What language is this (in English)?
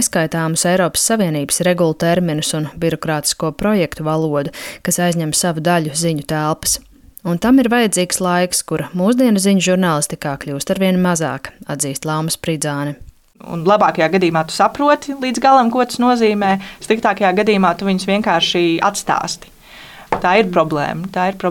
Latvian